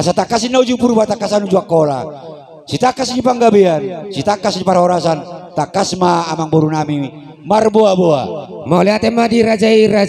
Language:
Batak Toba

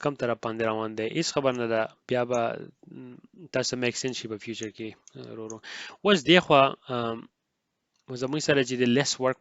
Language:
Pashto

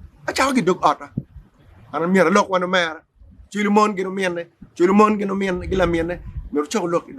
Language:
Acoli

